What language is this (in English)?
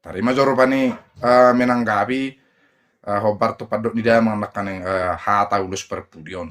Batak Toba